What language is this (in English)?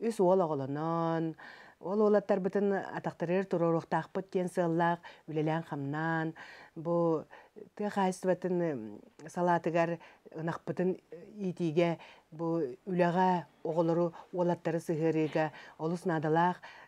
Yakut